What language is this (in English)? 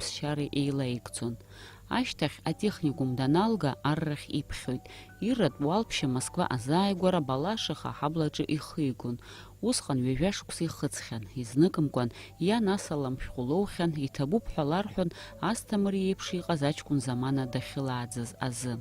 Abkhazian